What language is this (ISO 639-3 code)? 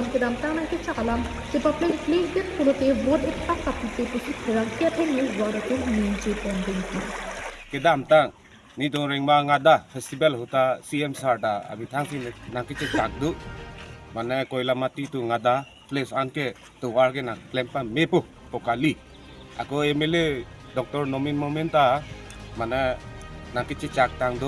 mjw